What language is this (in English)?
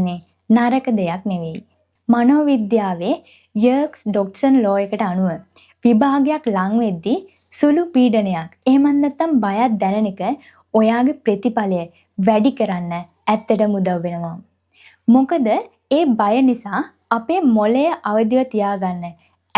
Sinhala